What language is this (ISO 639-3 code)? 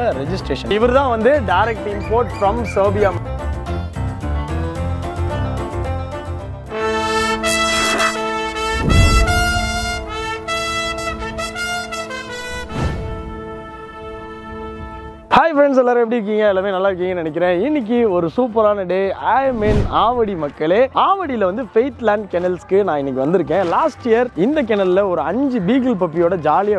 tam